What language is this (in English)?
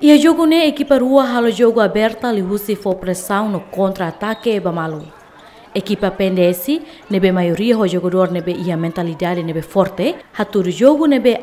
Tetum